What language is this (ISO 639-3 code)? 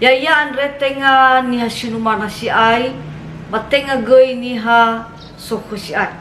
nia